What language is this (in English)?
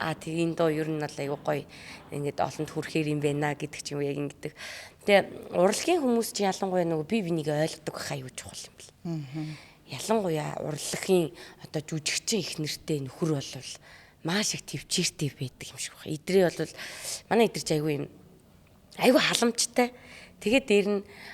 Mongolian